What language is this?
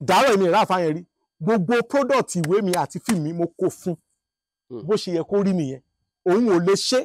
Yoruba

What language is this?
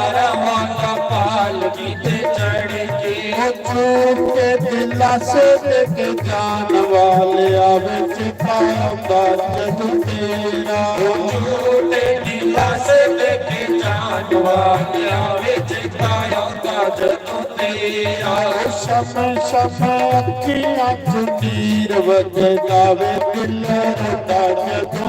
Dogri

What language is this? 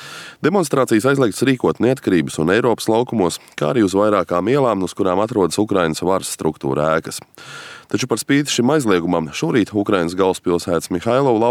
Latvian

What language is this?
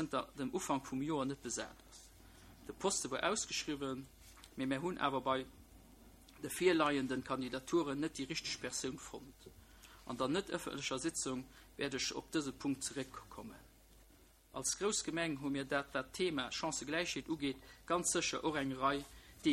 Luxembourgish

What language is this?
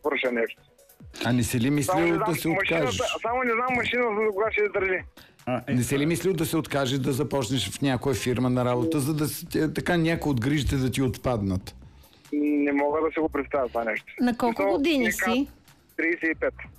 Bulgarian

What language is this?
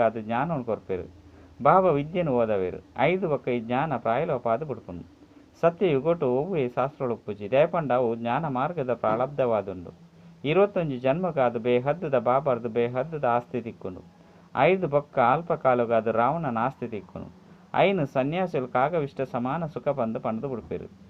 Tulu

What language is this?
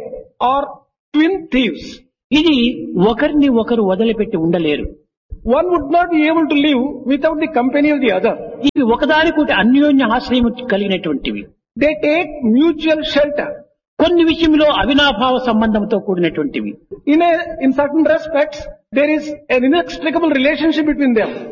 Telugu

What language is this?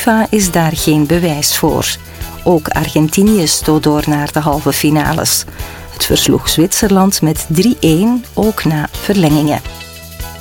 Dutch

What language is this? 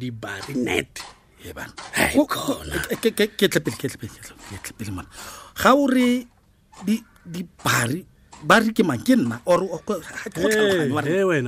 Tswana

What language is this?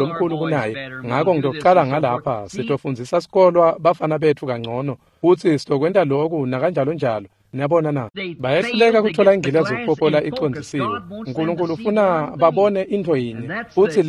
Swati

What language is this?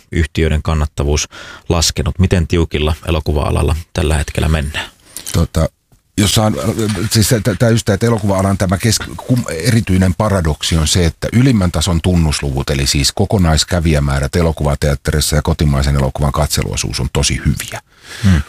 Finnish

